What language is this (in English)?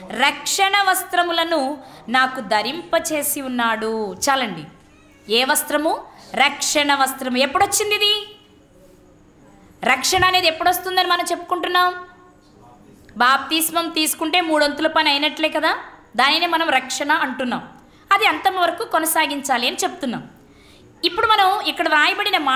Telugu